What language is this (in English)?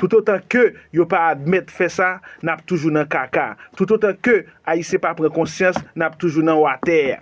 Haitian Creole